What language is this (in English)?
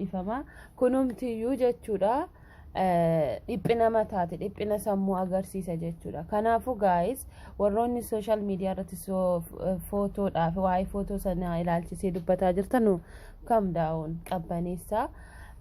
Oromo